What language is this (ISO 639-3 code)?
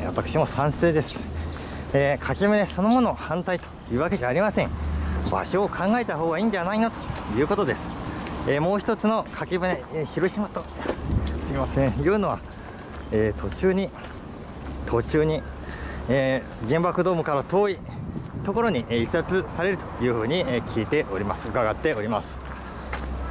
jpn